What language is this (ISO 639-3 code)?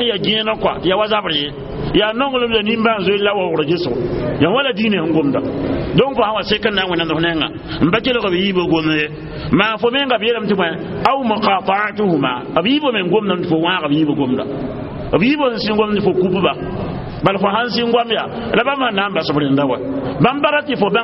mos